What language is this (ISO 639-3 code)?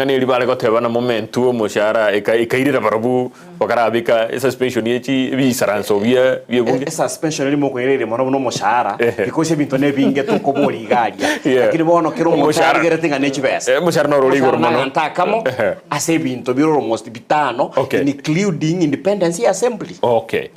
guz